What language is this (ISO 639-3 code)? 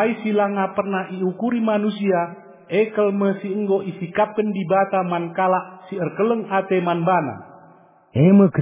btx